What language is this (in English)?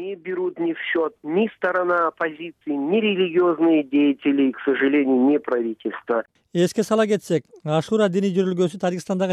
Kyrgyz